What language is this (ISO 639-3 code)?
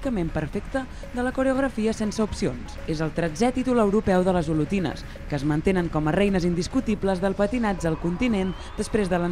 cat